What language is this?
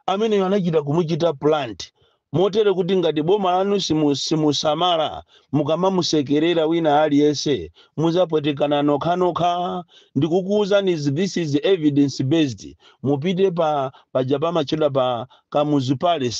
Nyanja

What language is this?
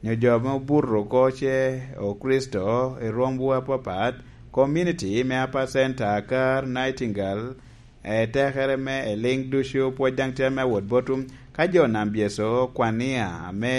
Lango (Uganda)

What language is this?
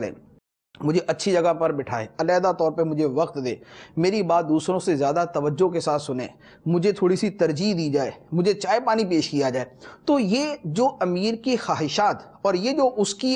Urdu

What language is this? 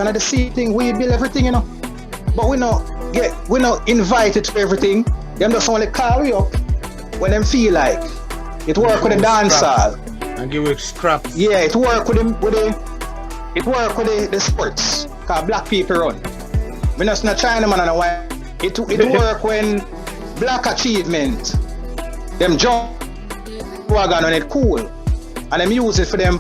Jamaican Creole English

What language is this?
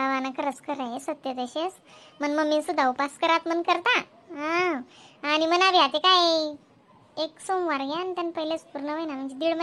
Khandesi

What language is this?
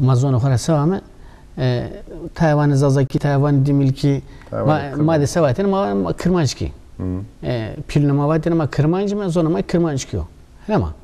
Zaza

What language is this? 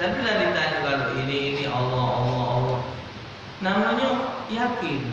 Musi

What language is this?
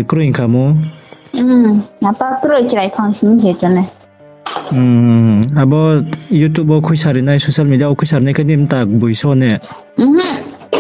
Riang (India)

